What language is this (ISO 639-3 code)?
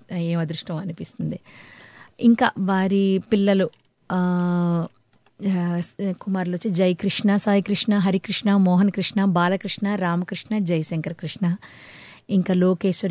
tel